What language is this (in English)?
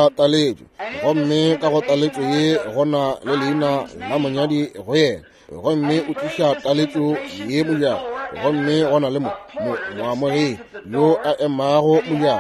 Northern Sotho